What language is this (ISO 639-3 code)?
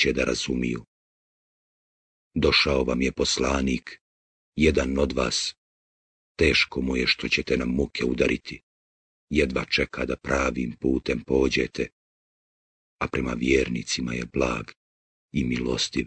bos